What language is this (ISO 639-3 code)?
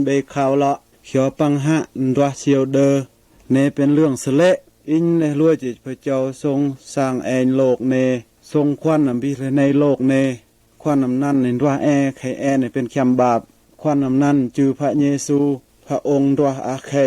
mlf